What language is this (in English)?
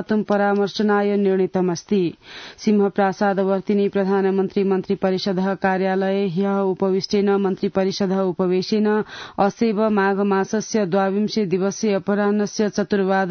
Sanskrit